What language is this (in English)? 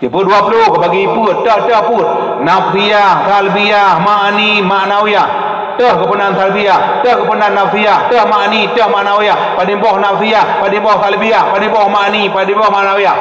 Achinese